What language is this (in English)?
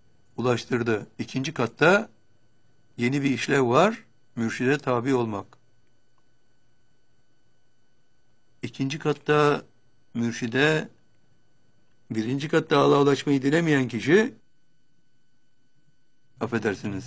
Turkish